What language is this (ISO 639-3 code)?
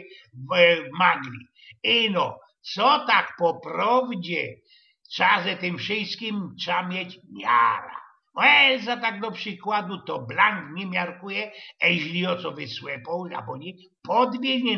szl